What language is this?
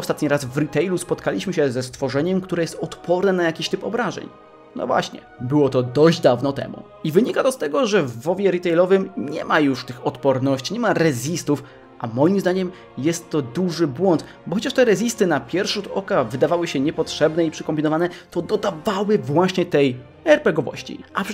Polish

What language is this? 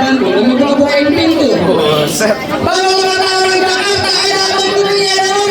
Betawi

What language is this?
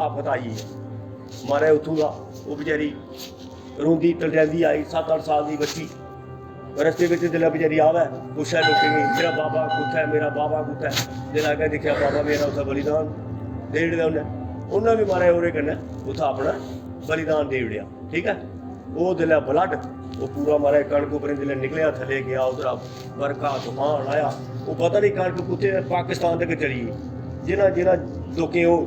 Dogri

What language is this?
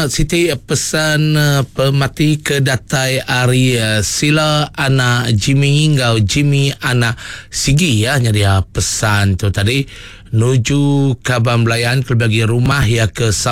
Iban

